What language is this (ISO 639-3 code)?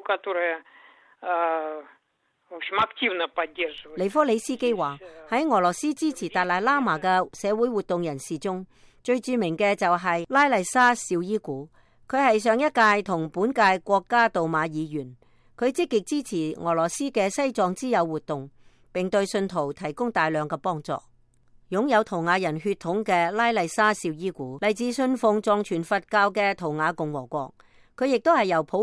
yue